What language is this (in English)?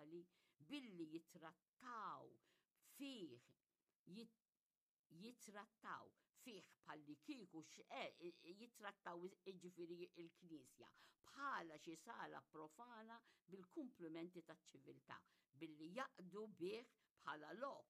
Maltese